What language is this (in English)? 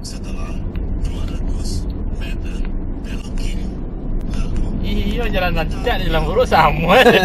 Minangkabau